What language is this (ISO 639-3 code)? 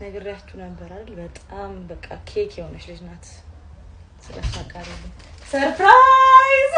amh